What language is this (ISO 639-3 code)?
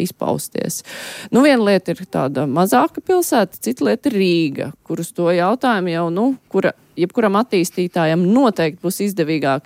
lav